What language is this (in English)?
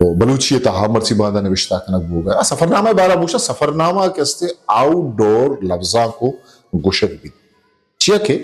Eastern Balochi